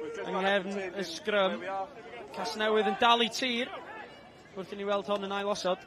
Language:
Welsh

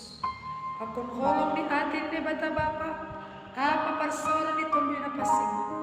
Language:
Batak Simalungun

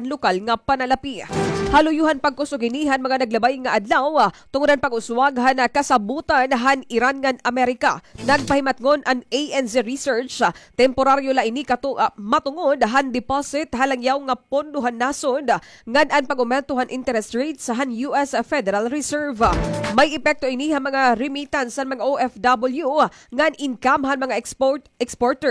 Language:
Waray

